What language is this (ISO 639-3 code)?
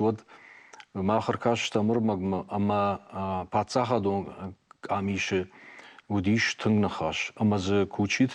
oss